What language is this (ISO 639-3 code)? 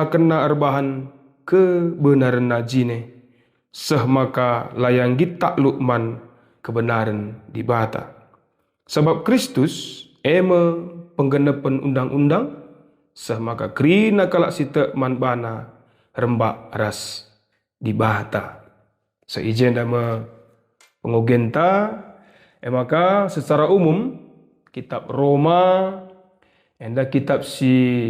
btx